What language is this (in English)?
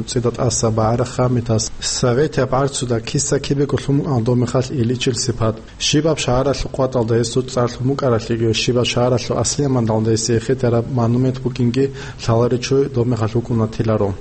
Avaric